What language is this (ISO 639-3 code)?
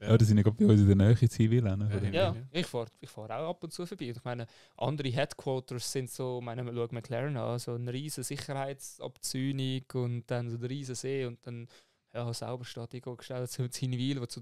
gsw